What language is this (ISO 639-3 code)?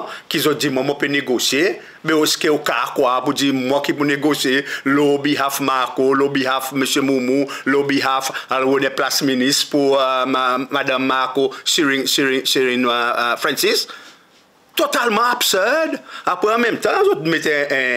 crs